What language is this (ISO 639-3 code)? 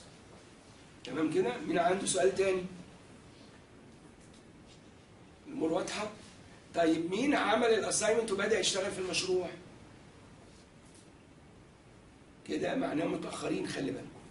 arz